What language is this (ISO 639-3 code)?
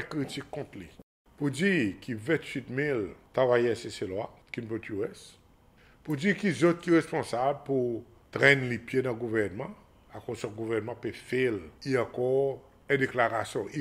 crs